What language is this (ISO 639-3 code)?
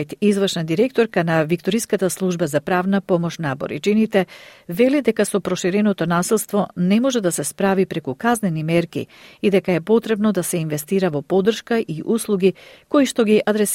mkd